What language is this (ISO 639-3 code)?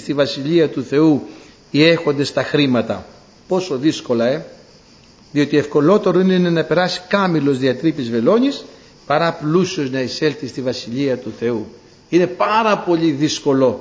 ell